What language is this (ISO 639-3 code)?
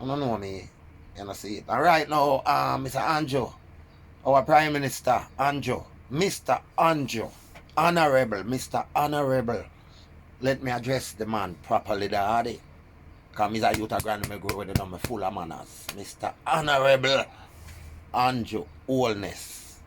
jam